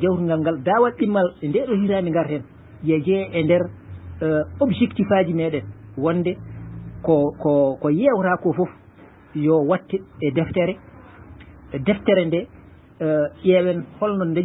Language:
Fula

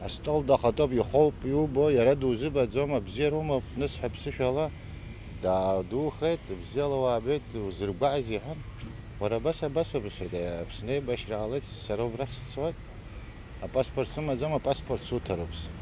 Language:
Abkhazian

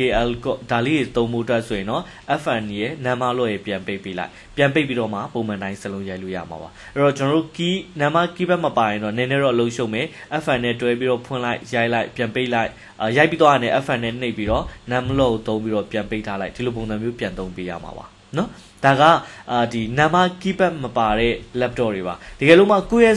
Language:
Burmese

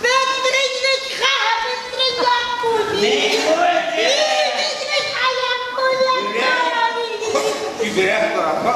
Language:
Chuvash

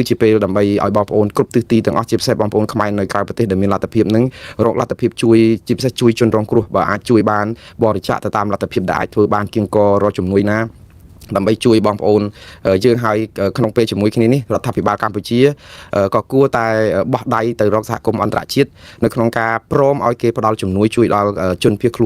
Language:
Khmer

